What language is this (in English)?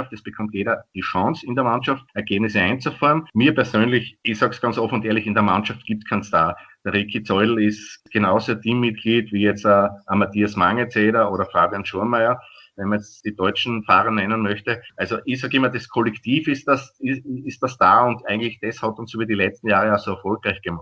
German